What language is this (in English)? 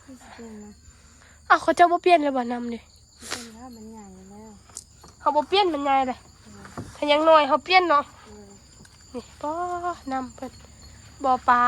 Northeastern Thai